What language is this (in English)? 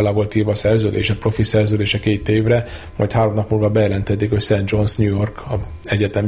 Hungarian